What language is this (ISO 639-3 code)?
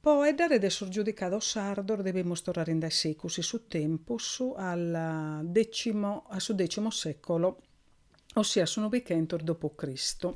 srd